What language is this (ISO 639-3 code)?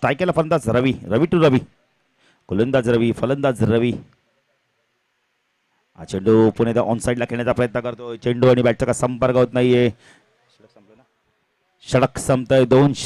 mar